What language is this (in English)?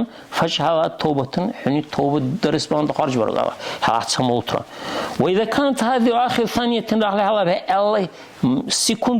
Dargwa